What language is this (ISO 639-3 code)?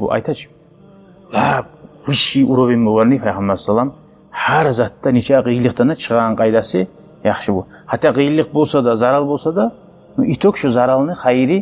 kum